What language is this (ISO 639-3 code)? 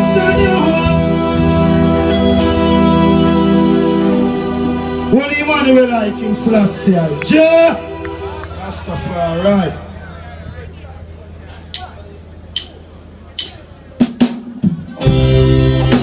eng